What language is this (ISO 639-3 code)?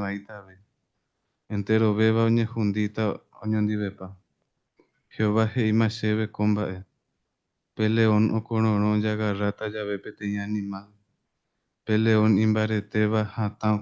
grn